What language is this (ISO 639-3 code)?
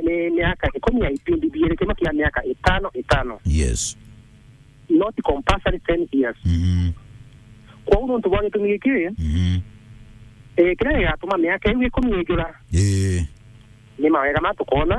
mer